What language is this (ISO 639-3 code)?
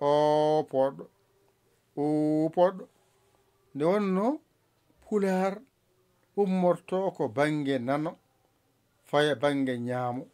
ful